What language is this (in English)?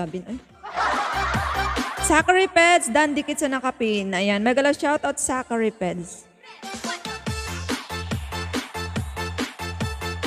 Filipino